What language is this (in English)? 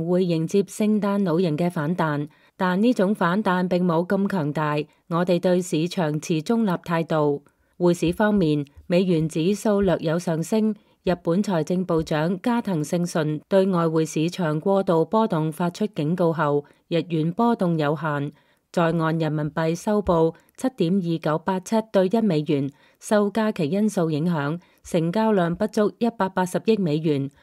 Cantonese